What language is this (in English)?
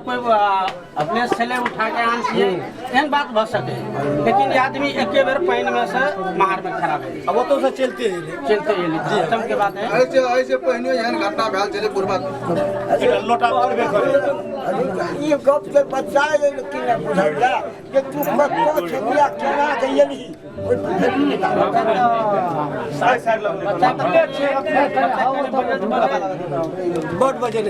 Maithili